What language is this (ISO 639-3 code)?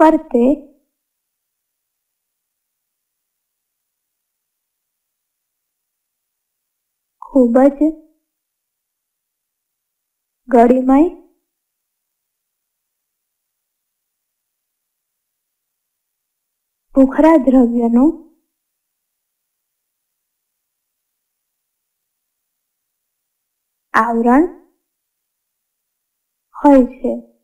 guj